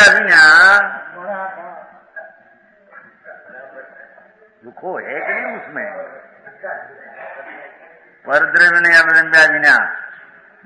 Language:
Gujarati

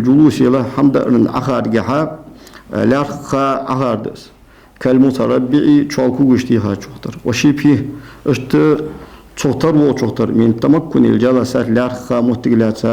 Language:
Ingush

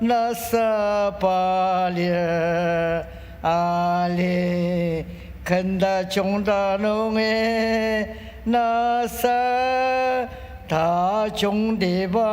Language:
Ao Naga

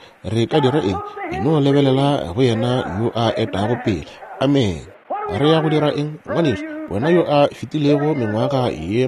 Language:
Northern Sotho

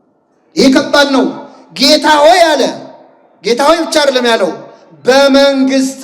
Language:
Amharic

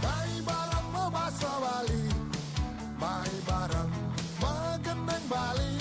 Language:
Balinese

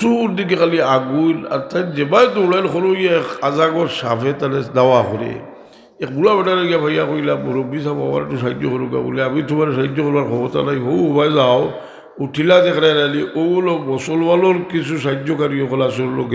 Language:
Sylheti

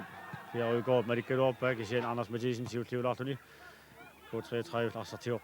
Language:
Kalaallisut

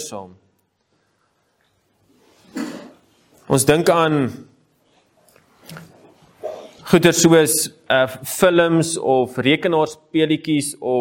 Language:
Afrikaans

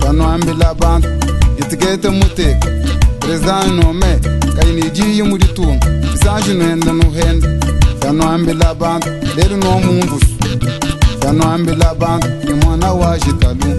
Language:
Luba-Lulua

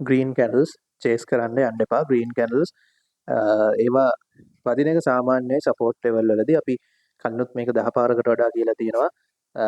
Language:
Sinhala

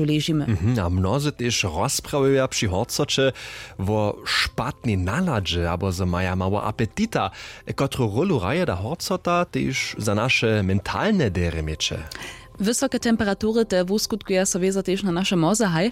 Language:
Upper Sorbian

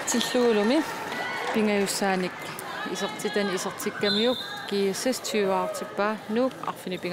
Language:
Kalaallisut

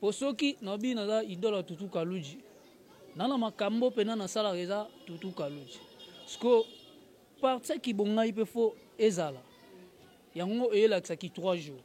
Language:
Lingala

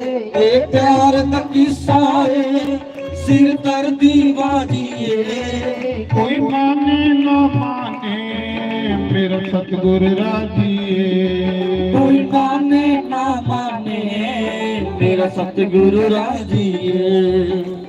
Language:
Dogri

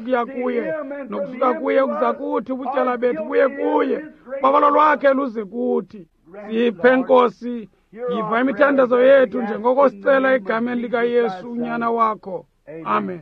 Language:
Xhosa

